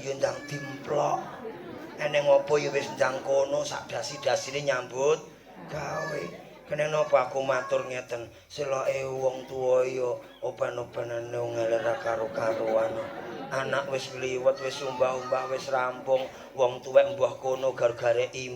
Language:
Javanese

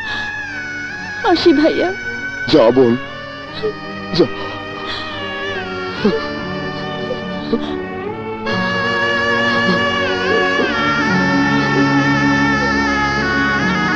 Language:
Bangla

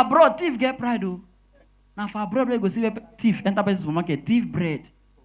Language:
Nigerian Pidgin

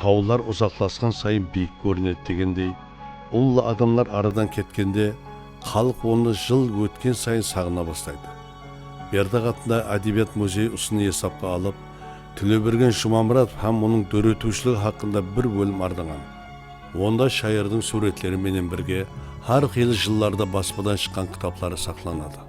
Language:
Kara-Kalpak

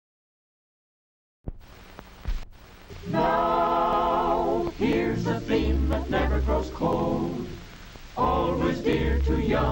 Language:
English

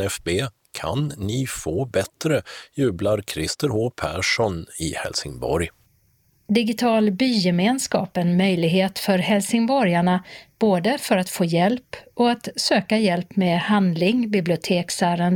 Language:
Swedish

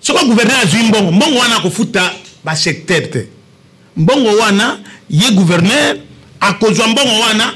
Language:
Lingala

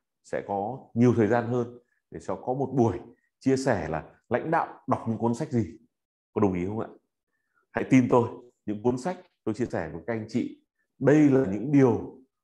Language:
Vietnamese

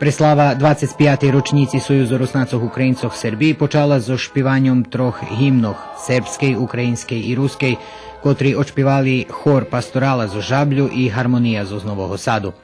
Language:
Rusyn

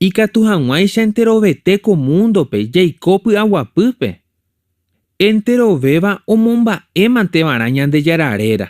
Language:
Guarani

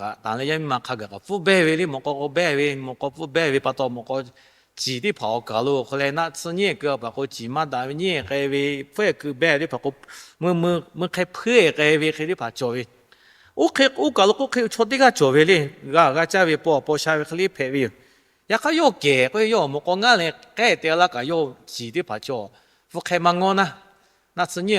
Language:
Lahu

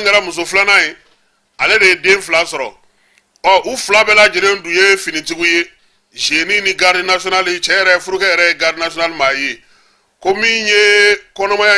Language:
Bambara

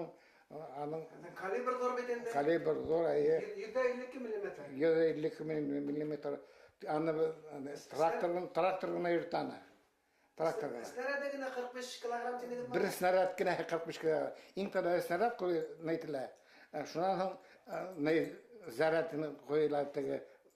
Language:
Bashkir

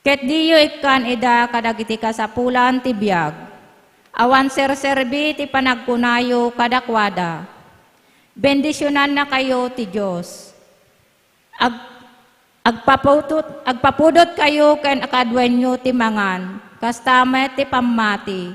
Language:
Iloko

